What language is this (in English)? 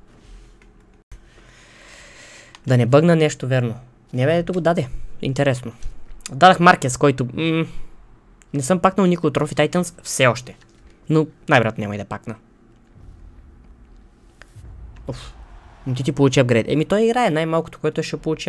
Bulgarian